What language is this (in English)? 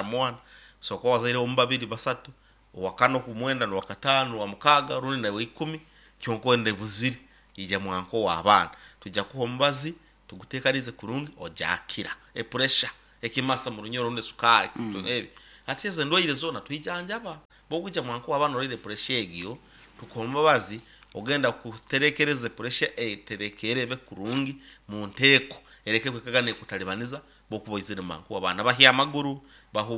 Nyoro